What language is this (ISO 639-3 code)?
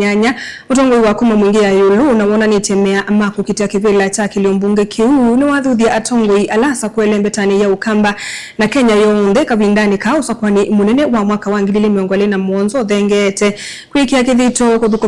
kam